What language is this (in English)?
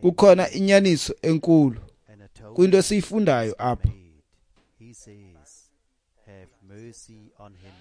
Xhosa